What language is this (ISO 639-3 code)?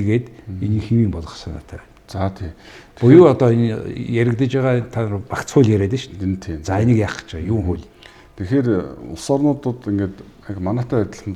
mon